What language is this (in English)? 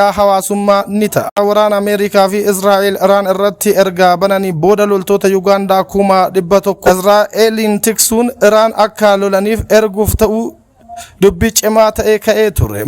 Oromo